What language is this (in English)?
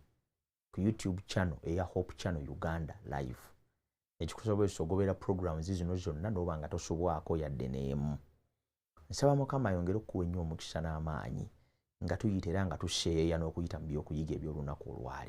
Ganda